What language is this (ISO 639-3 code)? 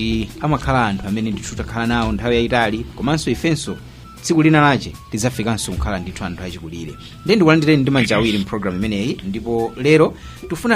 nya